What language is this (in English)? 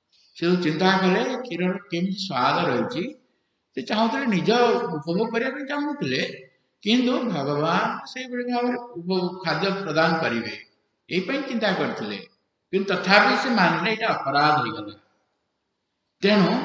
Odia